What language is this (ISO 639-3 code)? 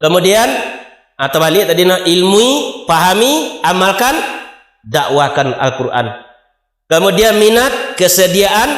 min